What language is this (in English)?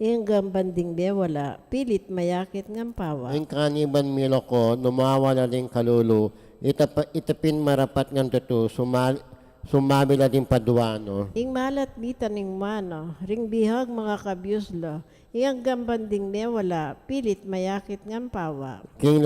Pampanga